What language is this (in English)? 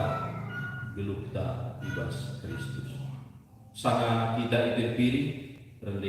Batak Karo